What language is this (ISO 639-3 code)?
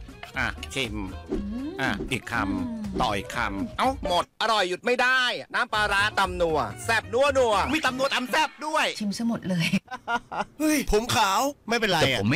tha